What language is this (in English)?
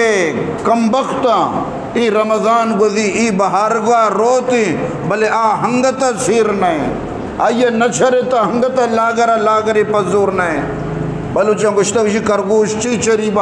Eastern Balochi